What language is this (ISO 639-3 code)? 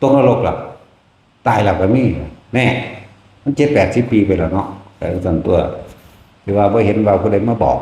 tts